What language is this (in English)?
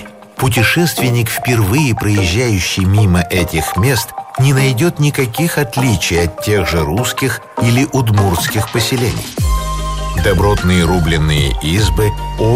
Russian